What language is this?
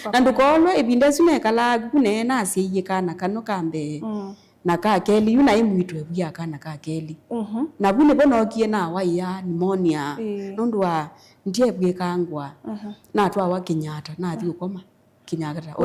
Kamba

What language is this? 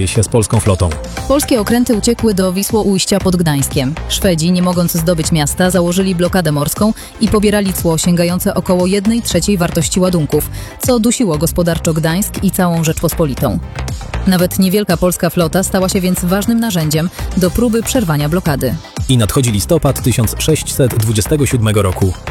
Polish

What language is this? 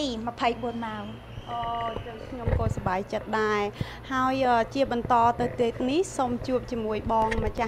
Khmer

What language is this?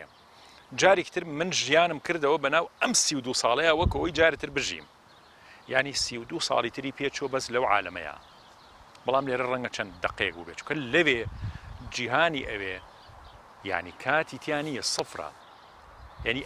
Central Kurdish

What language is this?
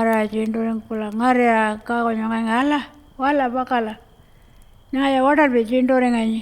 Pitjantjatjara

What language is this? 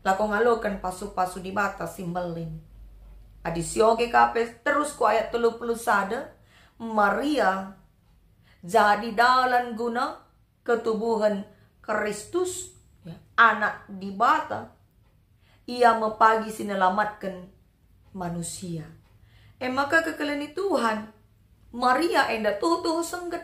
Batak Karo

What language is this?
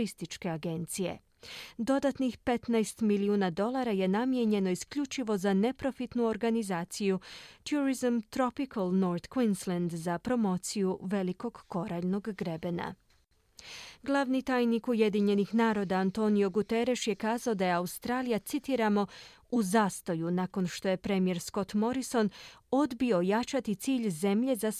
Croatian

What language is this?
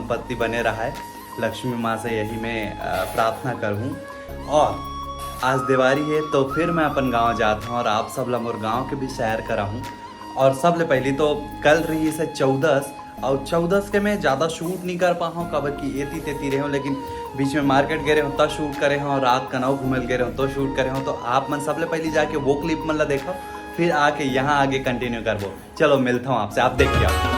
Chhattisgarhi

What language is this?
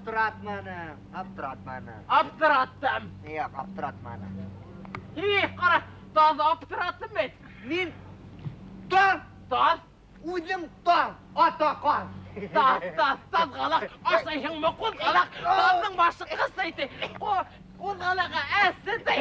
Bashkir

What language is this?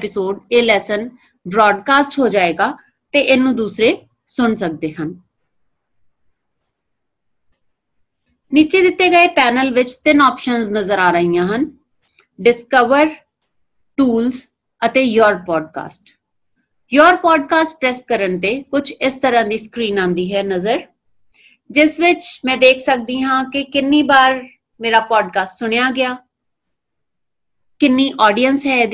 Punjabi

